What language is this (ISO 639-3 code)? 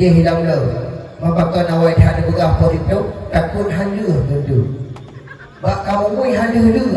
ace